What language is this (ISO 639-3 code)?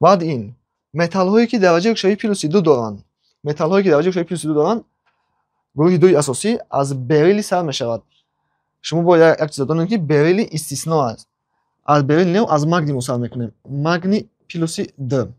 tgk